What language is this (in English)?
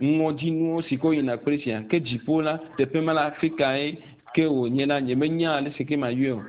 Ewe